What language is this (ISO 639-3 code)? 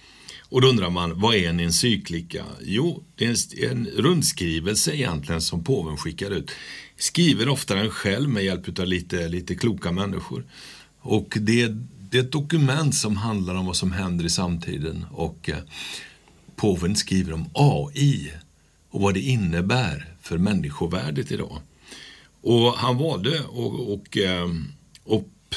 swe